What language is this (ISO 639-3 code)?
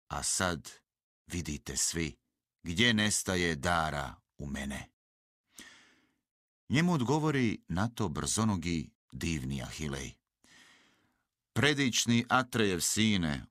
hrv